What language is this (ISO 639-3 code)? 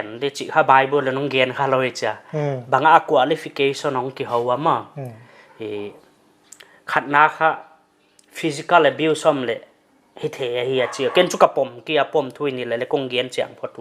pck